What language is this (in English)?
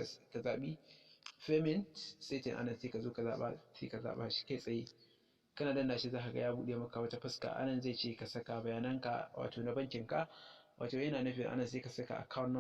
Hausa